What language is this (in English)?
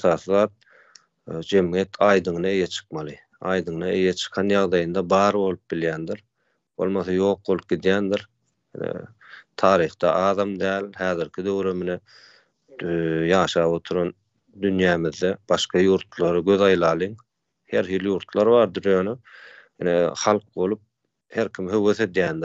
Turkmen